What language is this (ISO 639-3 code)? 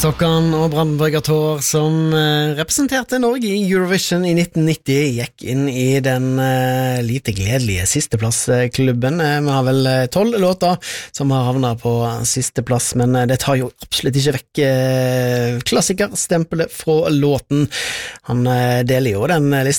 nor